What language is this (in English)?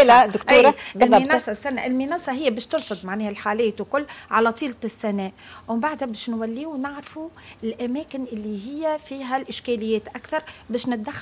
Tunisian Arabic